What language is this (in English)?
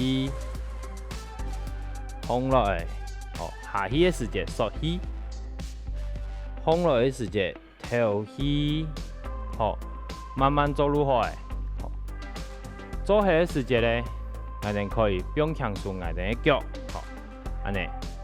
Hakka Chinese